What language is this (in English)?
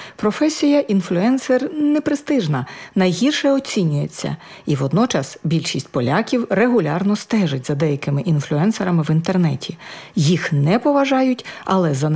Ukrainian